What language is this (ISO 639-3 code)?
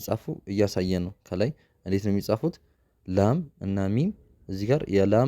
amh